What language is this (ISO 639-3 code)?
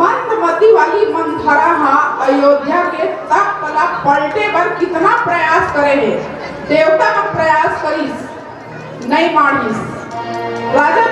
hne